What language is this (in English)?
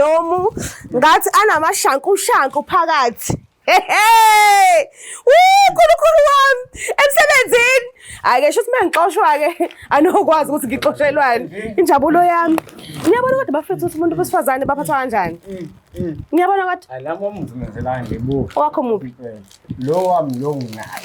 Zulu